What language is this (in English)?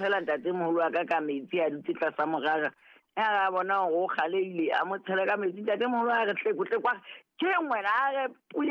Southern Sotho